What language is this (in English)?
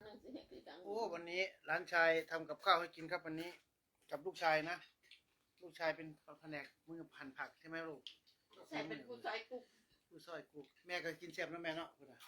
Northeastern Thai